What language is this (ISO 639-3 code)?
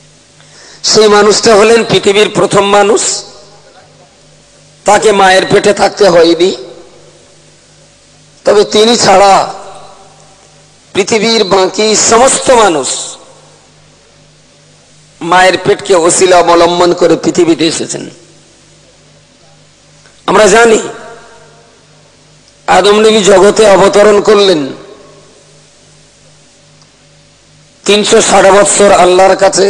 ben